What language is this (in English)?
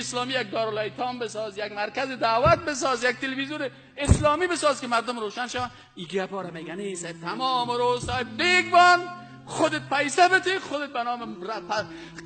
Persian